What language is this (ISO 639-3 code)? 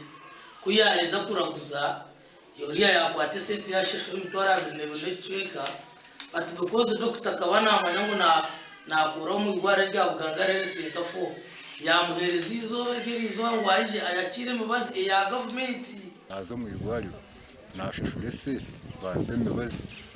nyn